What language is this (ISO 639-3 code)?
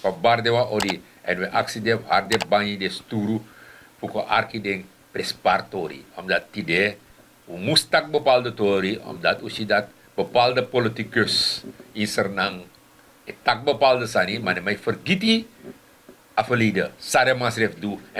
srn